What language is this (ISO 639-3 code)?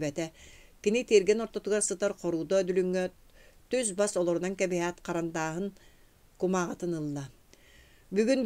sah